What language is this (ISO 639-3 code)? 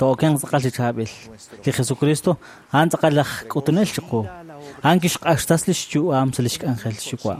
kek